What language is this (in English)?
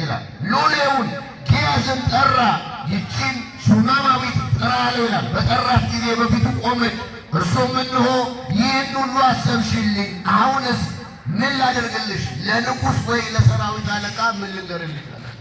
Amharic